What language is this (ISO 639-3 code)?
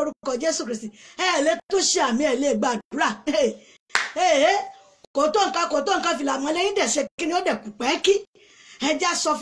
yor